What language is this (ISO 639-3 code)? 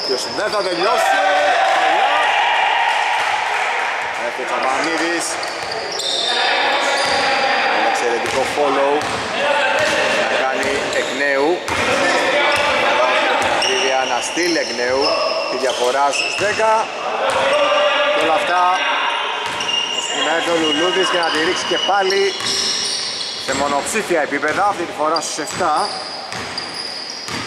ell